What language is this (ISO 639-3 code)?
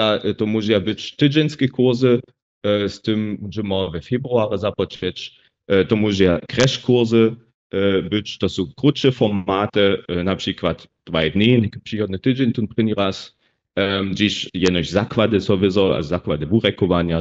hsb